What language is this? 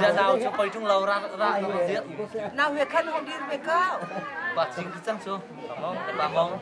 Hakha Chin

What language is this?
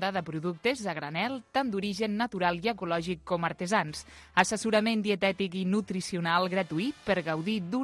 Catalan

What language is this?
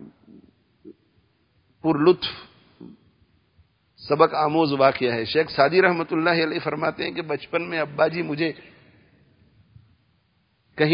Urdu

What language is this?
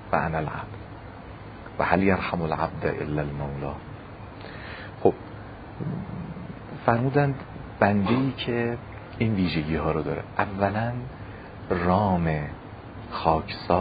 Persian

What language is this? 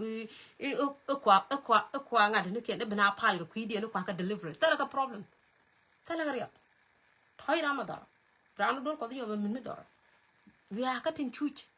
Nuer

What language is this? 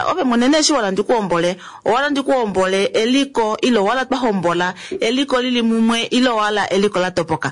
Kuanyama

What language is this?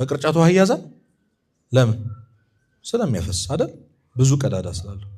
Amharic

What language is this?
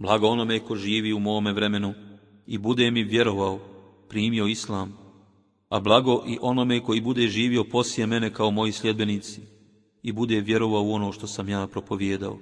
Bosnian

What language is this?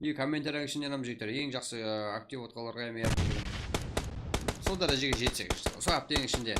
Kara-Kalpak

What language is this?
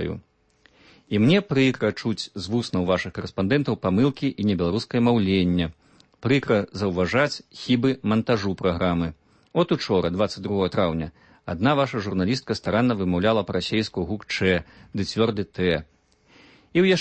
Belarusian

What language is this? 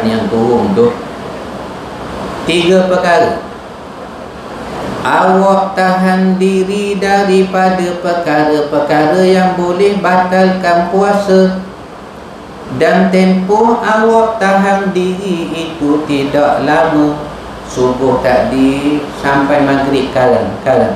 Malay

